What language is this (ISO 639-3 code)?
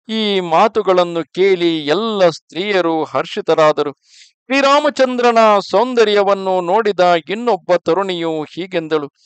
kan